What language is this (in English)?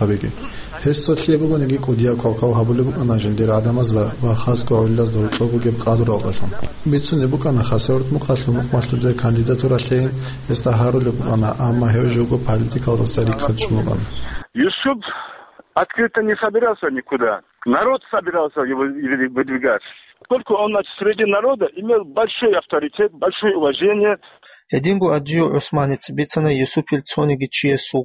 Avaric